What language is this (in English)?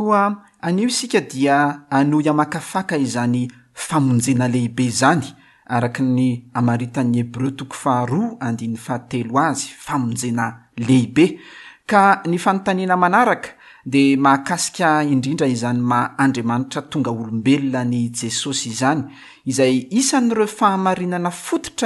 Malagasy